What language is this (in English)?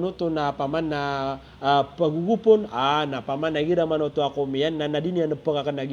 Maranao